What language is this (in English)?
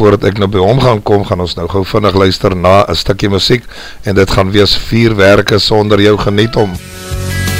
Afrikaans